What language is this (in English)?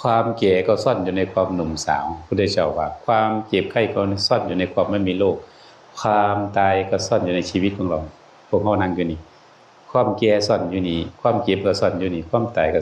Northeastern Thai